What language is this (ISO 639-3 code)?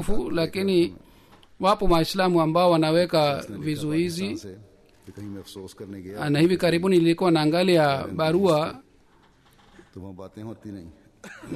swa